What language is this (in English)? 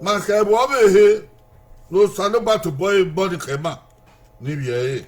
Bini